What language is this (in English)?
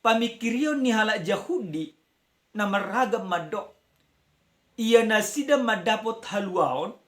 Batak Toba